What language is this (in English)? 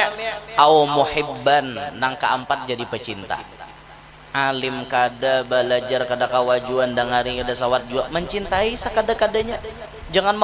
Banjar